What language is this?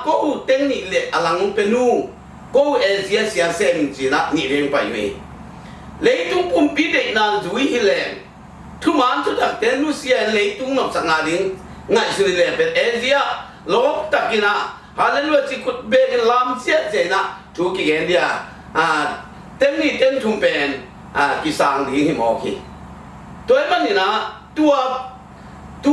Tedim Chin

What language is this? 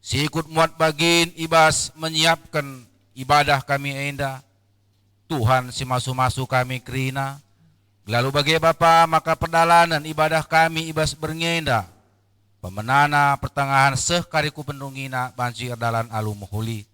Batak Karo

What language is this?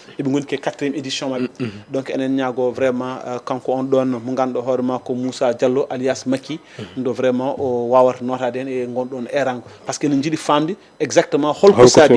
Fula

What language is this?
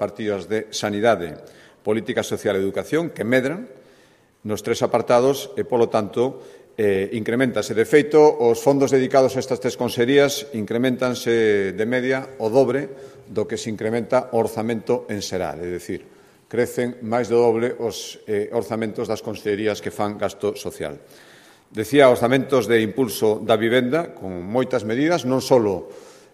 Galician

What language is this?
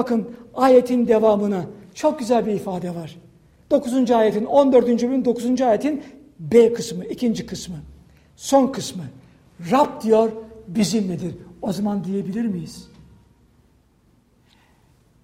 Turkish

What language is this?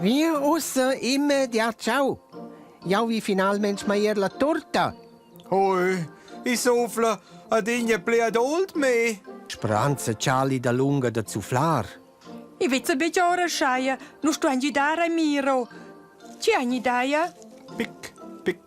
Romansh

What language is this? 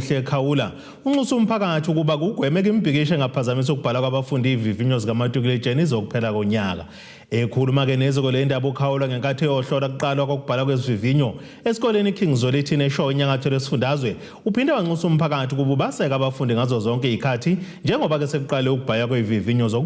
Zulu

